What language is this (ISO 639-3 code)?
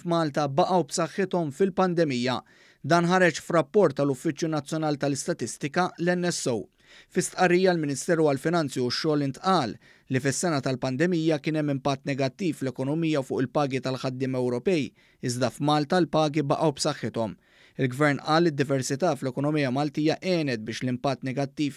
mlt